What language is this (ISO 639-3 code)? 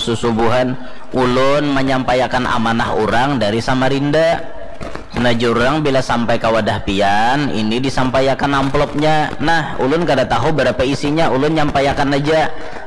bjn